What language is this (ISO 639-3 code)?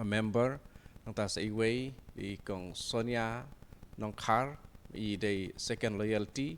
kha